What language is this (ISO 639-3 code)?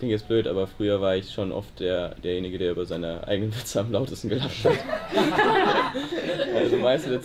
deu